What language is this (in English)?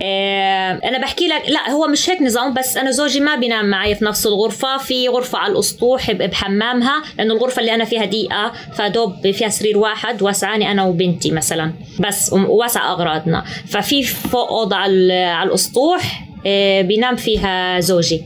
North Levantine Arabic